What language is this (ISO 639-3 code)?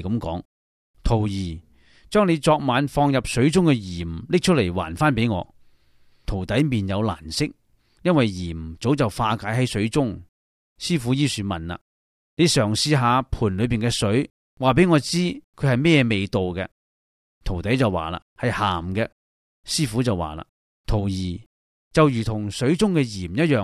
yue